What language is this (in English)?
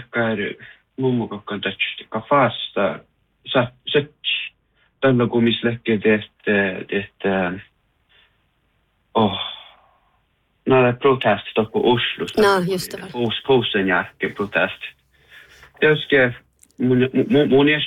Northern Sami